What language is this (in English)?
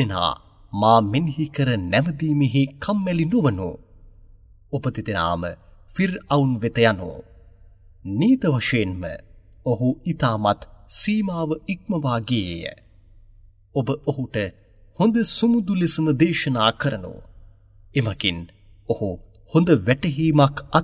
Sinhala